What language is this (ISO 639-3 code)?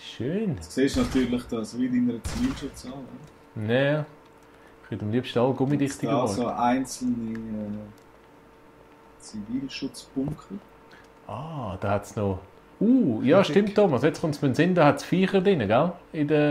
gsw